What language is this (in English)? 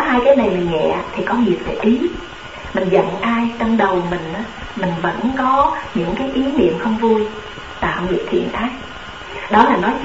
Vietnamese